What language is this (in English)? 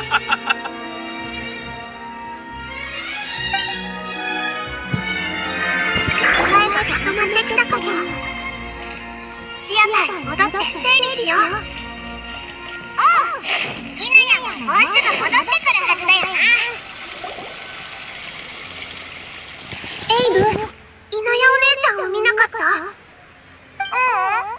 Japanese